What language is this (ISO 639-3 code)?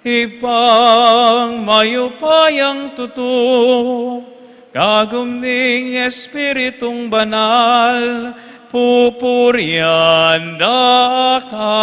pam